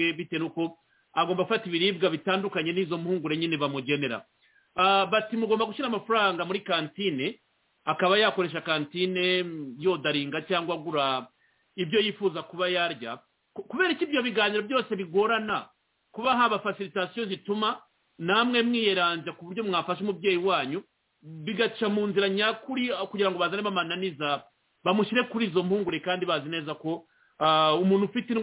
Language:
Kinyarwanda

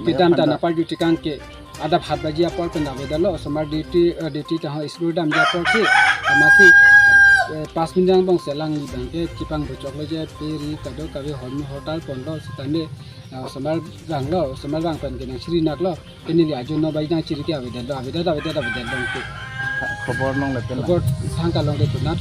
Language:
Karbi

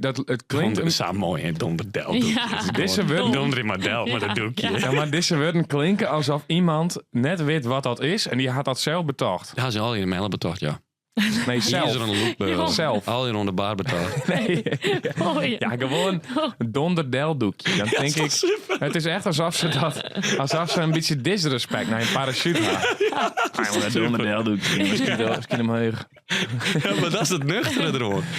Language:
Western Frisian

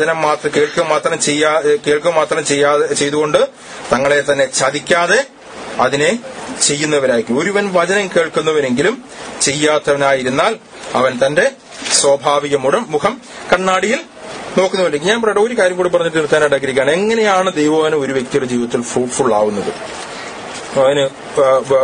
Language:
Malayalam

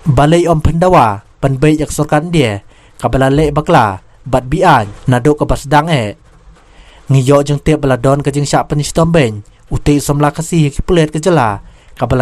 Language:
Khasi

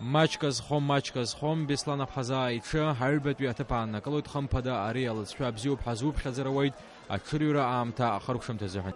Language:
Abkhazian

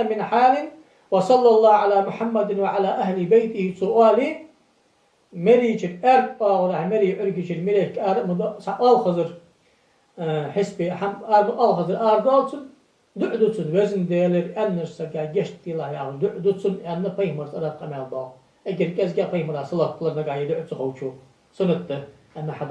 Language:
Ingush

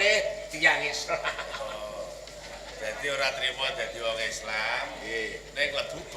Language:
Javanese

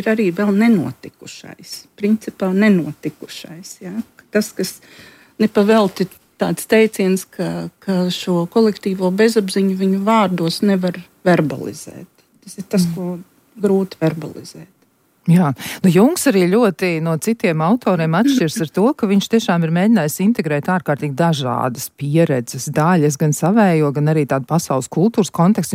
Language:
Latvian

